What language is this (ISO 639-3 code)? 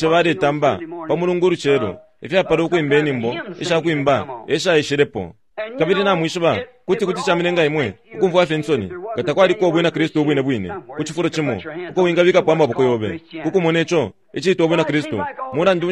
bem